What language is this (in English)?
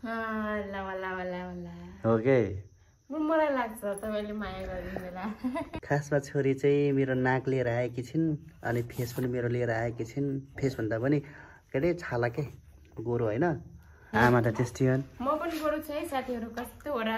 Nepali